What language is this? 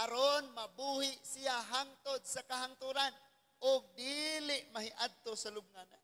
Cebuano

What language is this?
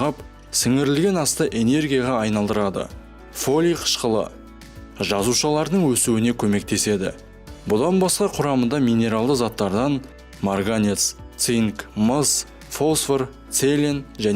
Kazakh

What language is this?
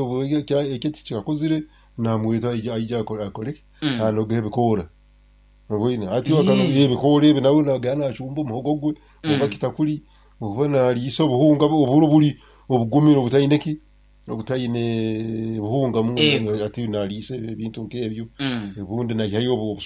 Nyankole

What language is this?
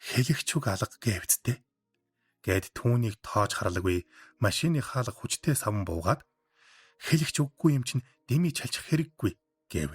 Mongolian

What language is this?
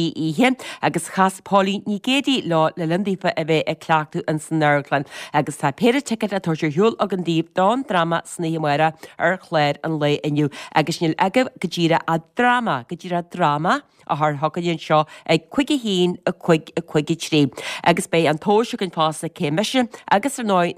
Irish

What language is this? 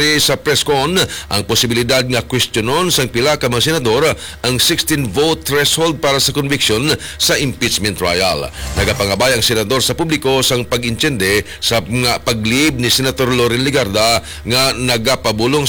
Hiligaynon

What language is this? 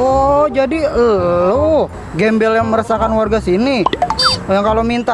Betawi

